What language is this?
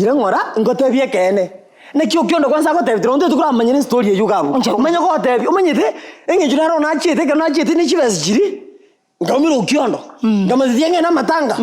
Gusii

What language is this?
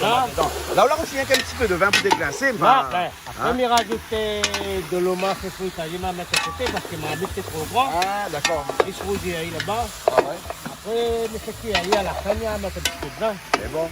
Réunion Creole French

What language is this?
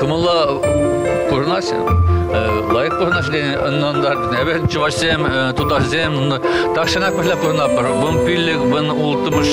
Chuvash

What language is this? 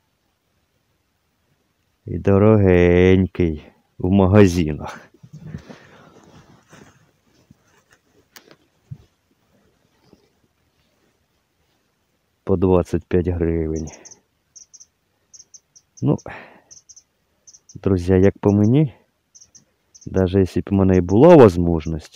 Ukrainian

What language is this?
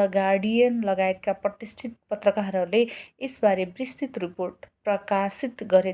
Nepali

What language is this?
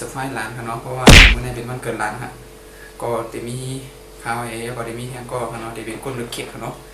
Shan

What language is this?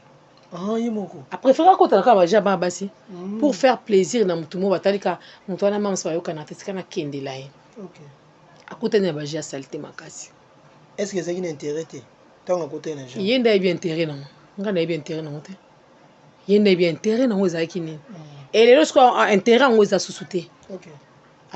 Lingala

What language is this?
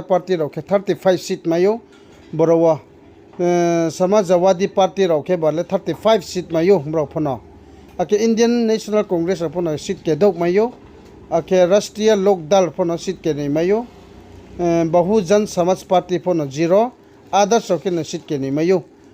Riang (India)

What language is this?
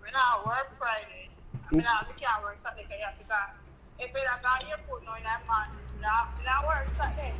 Jamaican Creole English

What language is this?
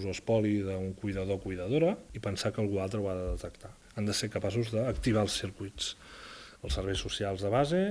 Catalan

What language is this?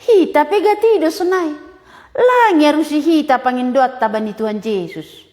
Batak Simalungun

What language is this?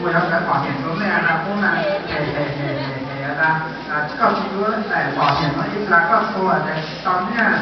Hmong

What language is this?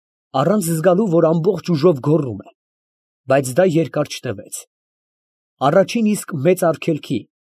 Armenian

